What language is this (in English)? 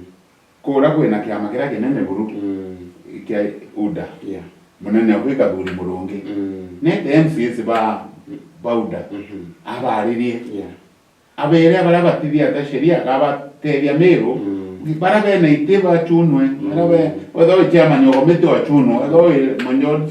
Meru